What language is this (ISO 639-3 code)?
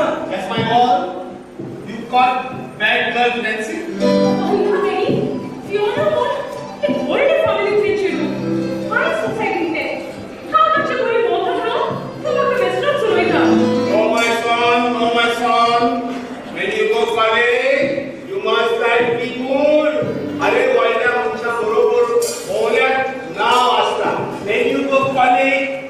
kok